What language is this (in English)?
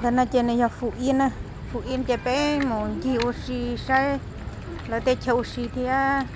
Hmong